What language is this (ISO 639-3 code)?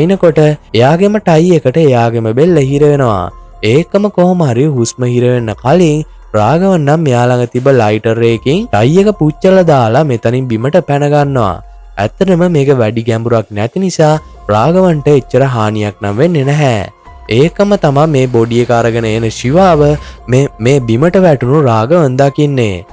sin